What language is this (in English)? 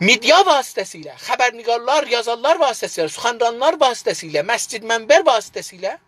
South Azerbaijani